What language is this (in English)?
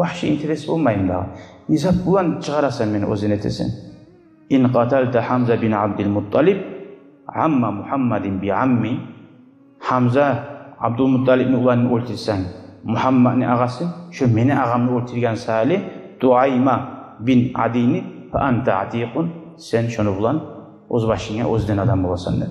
Kumyk